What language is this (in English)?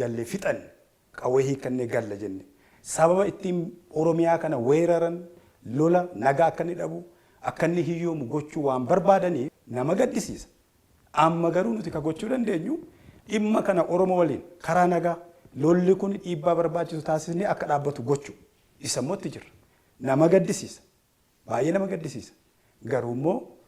Oromo